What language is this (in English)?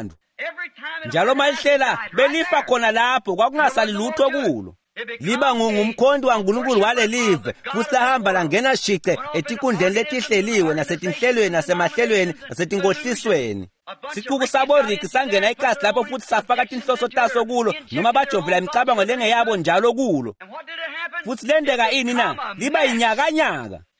Swati